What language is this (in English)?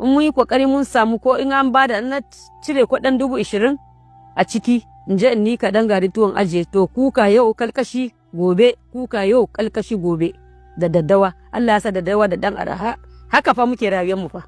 Hausa